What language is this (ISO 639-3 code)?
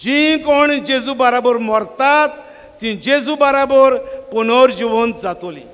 kok